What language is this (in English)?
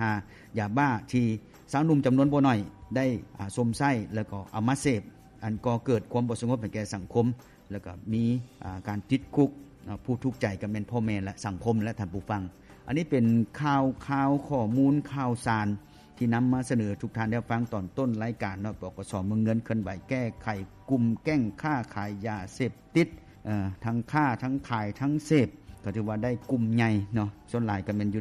Lao